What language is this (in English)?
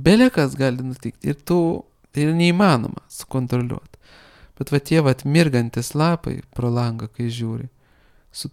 Lithuanian